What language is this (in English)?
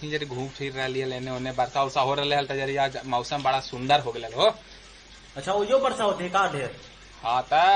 Magahi